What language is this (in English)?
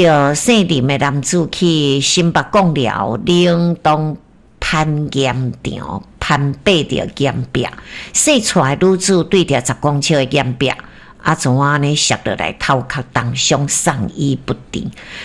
Min Nan Chinese